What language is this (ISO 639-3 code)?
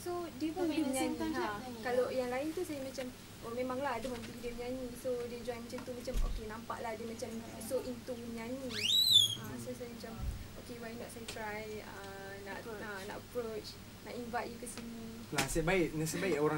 msa